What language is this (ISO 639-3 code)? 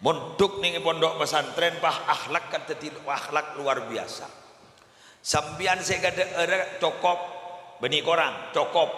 mad